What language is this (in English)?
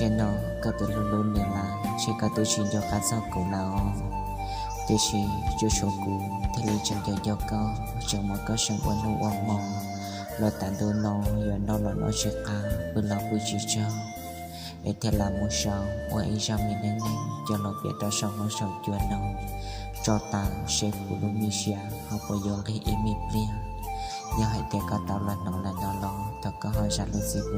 Hmong